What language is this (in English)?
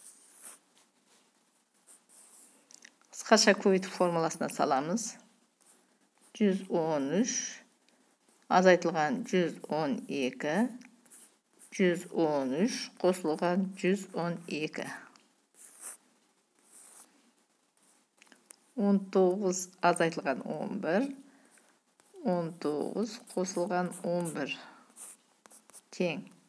Kazakh